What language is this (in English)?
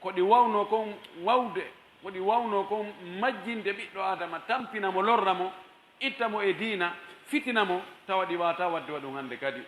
Pular